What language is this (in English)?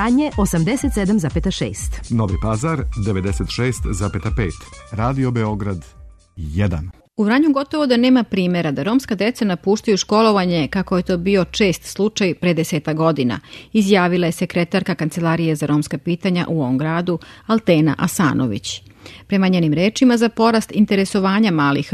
Serbian